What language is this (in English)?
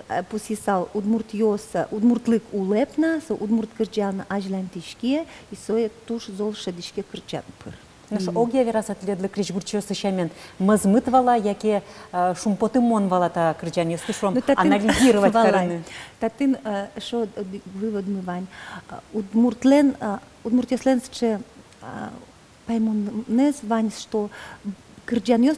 Udmurt